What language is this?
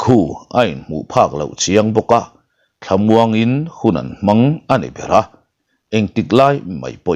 Mizo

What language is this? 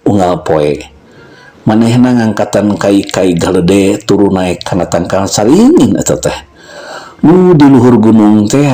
Sundanese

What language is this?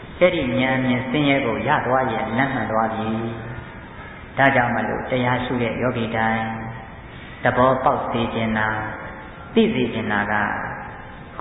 Burmese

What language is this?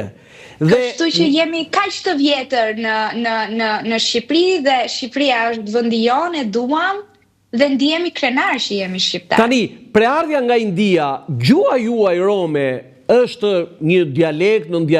Albanian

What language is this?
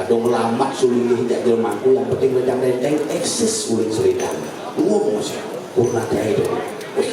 Balinese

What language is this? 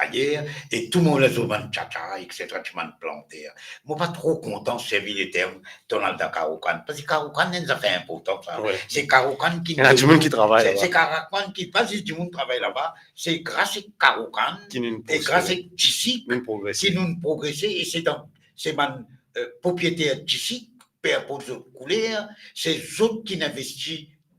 Morisyen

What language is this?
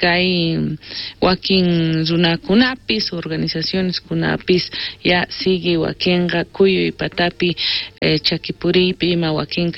South Bolivian Quechua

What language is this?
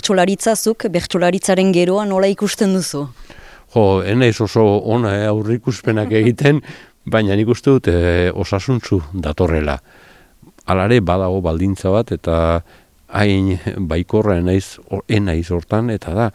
Basque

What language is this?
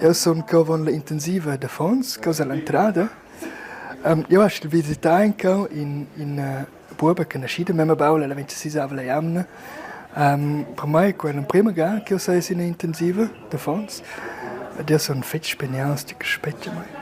Romansh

